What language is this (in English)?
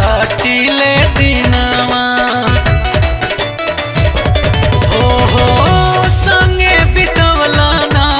Bhojpuri